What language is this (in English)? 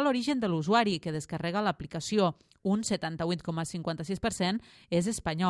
Catalan